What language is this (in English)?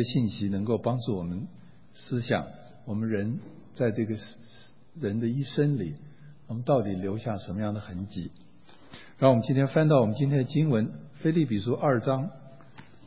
Chinese